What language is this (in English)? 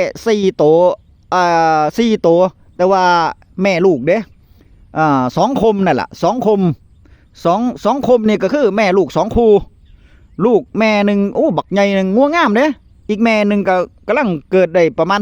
Northeastern Thai